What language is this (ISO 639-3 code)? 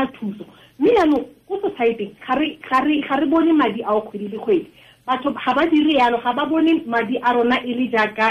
tsn